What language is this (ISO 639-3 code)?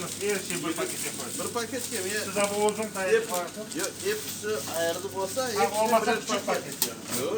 crh